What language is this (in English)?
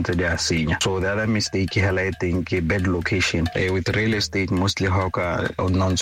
Tswana